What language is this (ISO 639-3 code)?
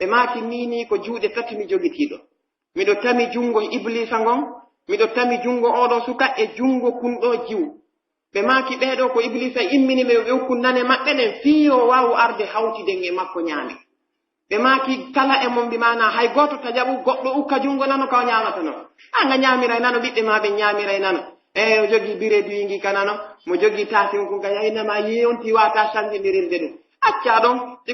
fuf